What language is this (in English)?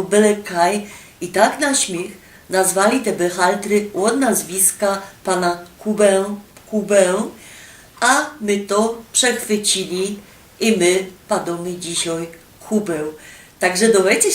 Silesian